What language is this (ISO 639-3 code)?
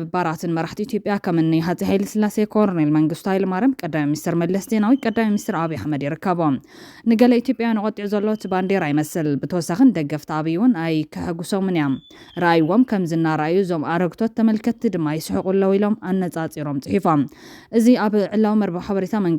tir